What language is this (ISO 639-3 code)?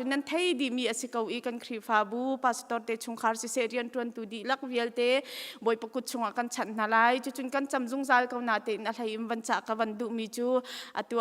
cnh